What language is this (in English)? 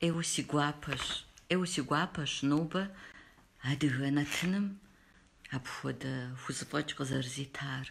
Kabardian